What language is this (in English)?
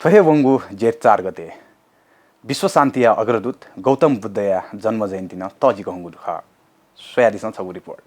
Newari